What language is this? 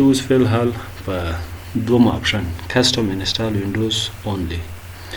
Pashto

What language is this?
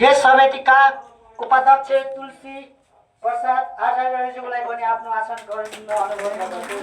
Nepali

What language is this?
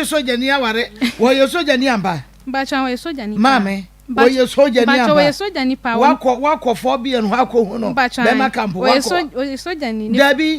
Akan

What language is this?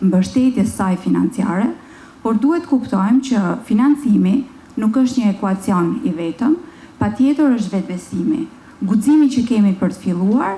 Albanian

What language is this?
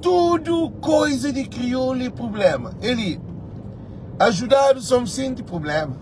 Kabuverdianu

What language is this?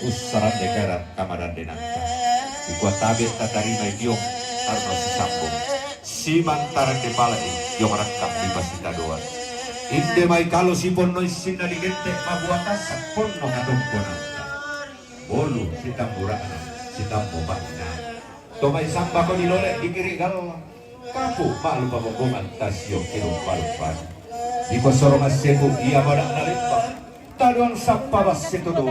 Toraja-Sa'dan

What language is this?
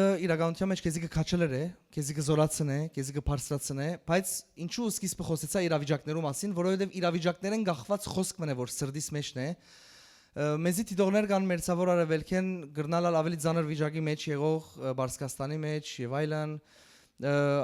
Western Armenian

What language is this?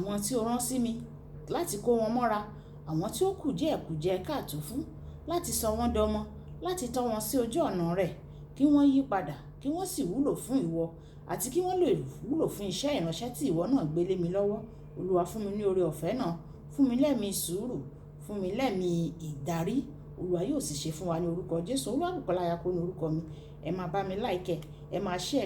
Yoruba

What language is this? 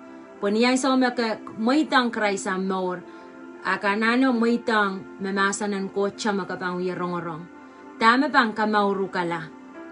Pohnpeian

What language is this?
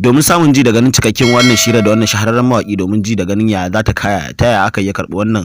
Hausa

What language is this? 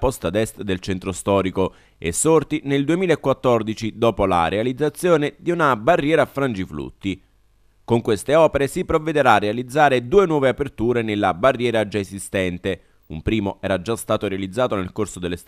Italian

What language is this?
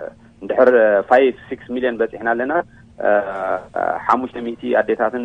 Tigrinya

